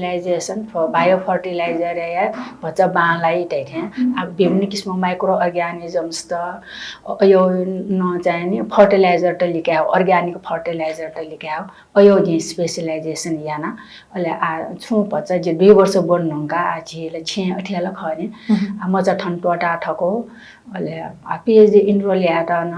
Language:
Newari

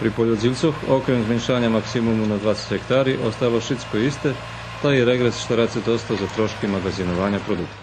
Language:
Rusyn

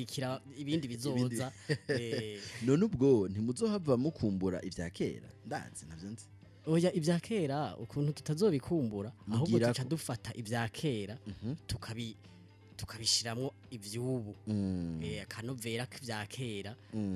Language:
Rundi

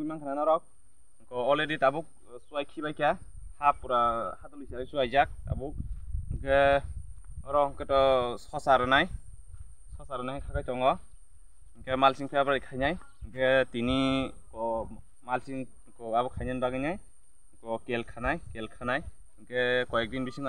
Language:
Kok Borok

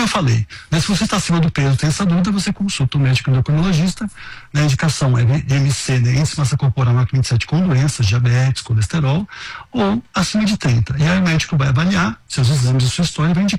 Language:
Portuguese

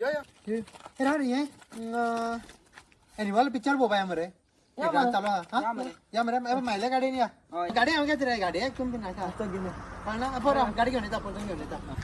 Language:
Konkani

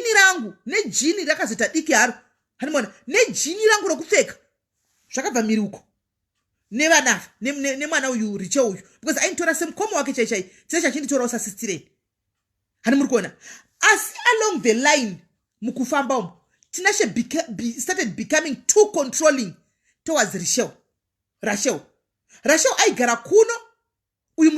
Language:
Shona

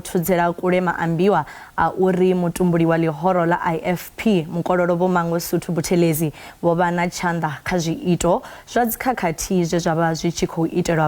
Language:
Venda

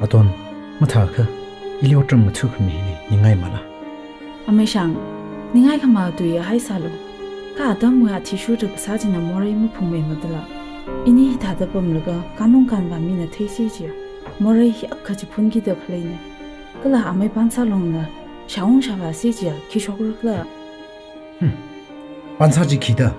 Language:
Tangkhul Naga (India)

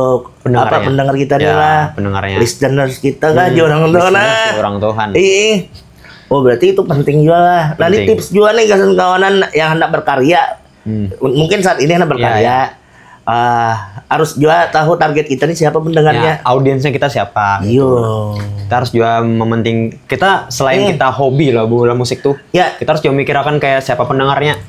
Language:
Banjar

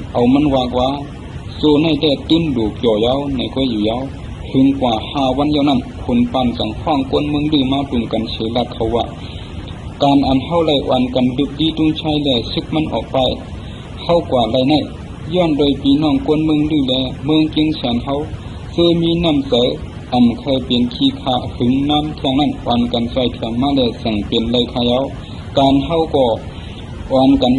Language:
Shan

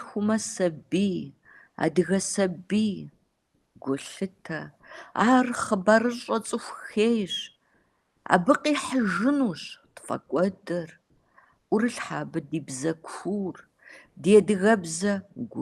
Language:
Kabardian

